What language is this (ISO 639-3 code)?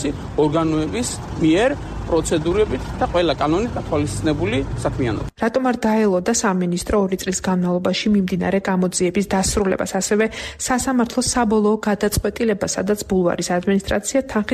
kat